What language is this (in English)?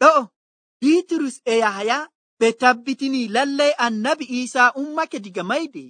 Nigerian Fulfulde